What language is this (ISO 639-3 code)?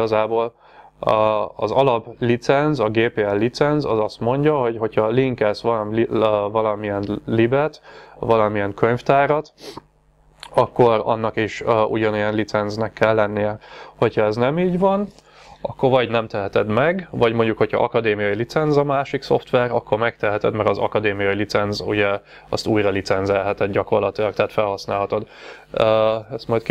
hun